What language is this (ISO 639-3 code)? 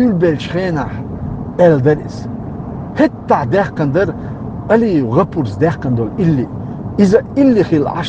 che